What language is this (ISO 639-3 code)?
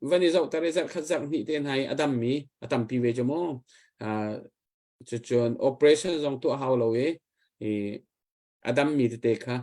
cnh